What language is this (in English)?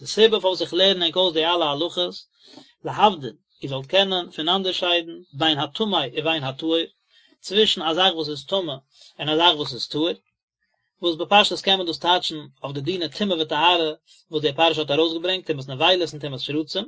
Yiddish